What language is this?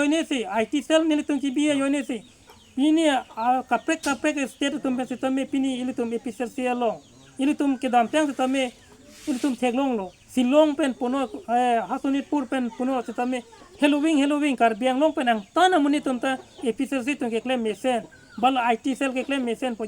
Karbi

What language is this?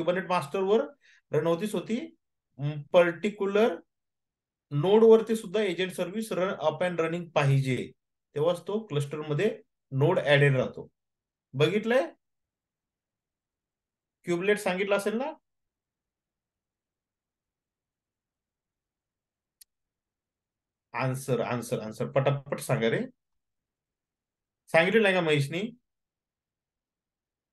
Marathi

